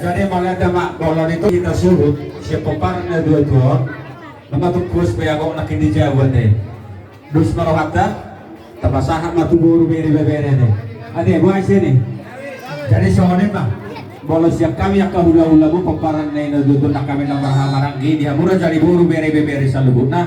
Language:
Batak Toba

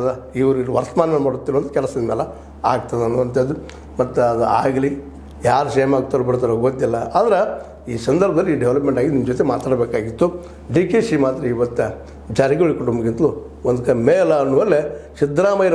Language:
Kannada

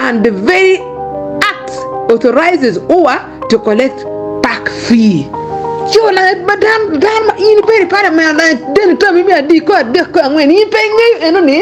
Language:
Acoli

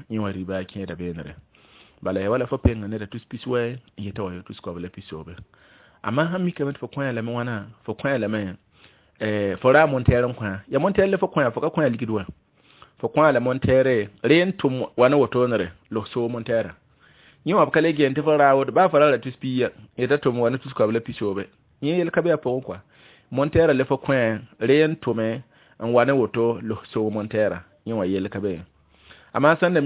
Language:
Mossi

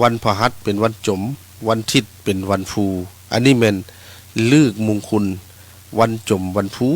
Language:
Lao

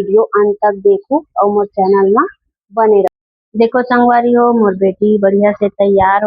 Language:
Chhattisgarhi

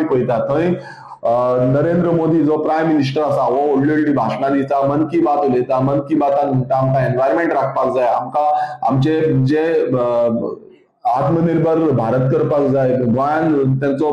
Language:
Konkani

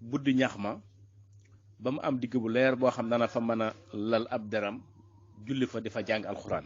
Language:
Wolof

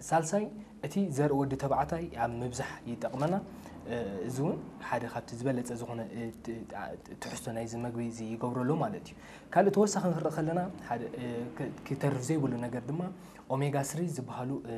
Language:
Tigrinya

